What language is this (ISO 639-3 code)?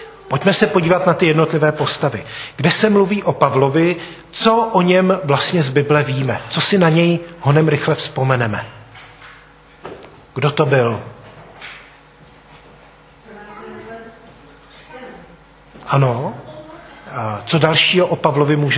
ces